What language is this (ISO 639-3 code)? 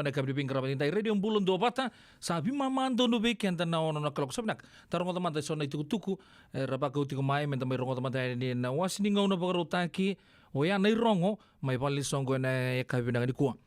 fij